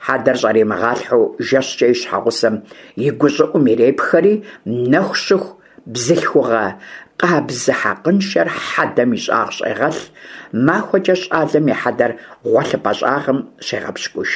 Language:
Kabardian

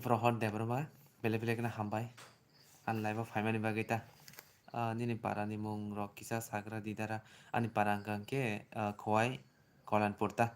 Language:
Kok Borok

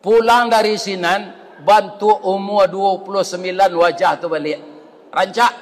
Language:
Minangkabau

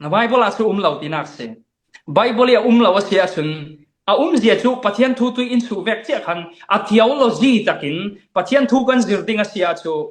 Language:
Falam Chin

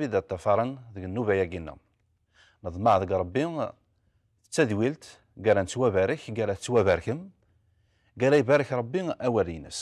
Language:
Kabyle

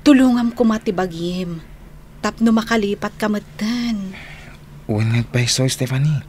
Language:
Iloko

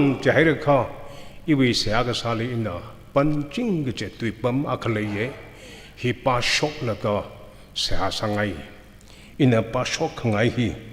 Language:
Tangkhul Naga (India)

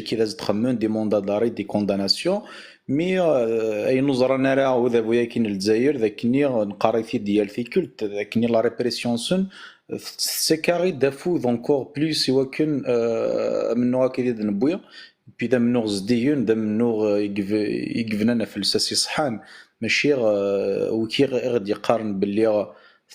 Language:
Kabyle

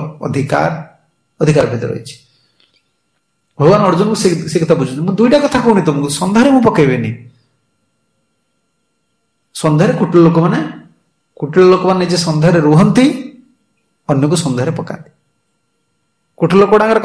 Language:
Odia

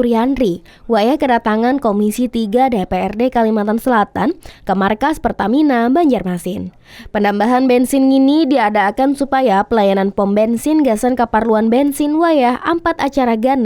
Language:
Banjar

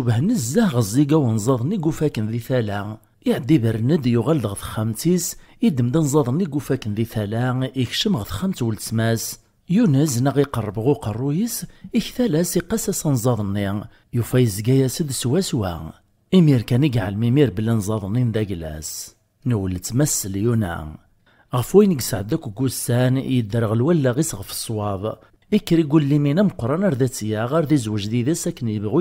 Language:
Kabyle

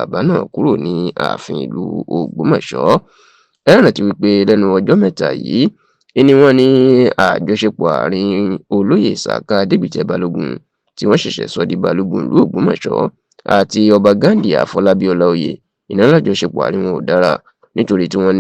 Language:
Yoruba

